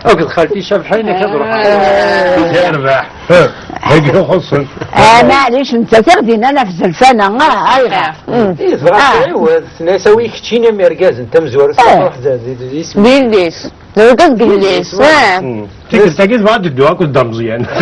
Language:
Kabyle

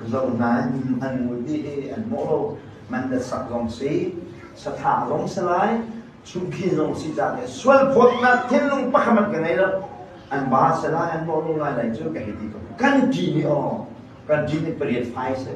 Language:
Hakha Chin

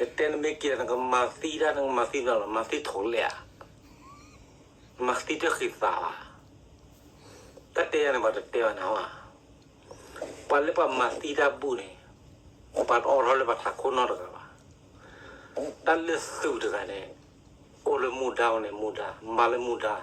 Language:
S'gaw Karen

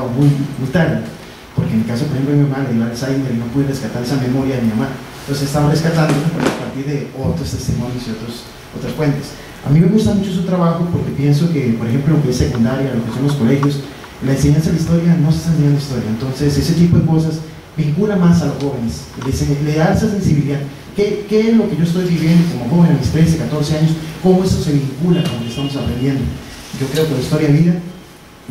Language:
Spanish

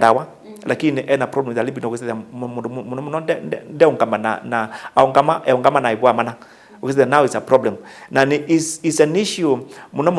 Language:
Kamba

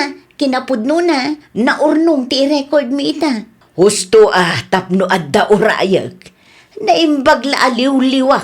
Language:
Iloko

